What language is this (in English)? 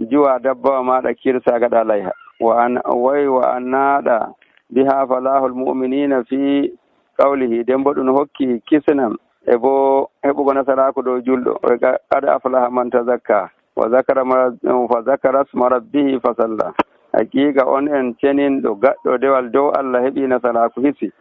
Nigerian Fulfulde